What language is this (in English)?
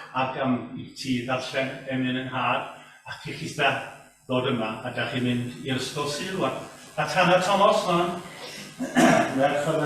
Welsh